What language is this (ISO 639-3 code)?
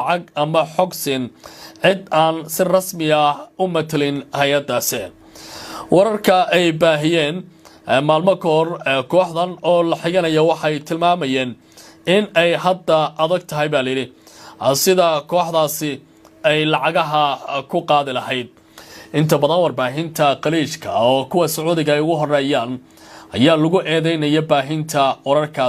som